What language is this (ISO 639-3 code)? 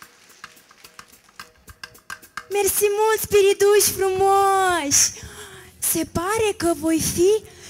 ron